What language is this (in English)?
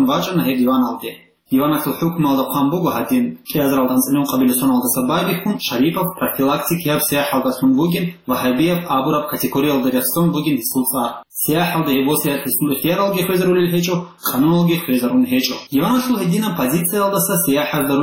Avaric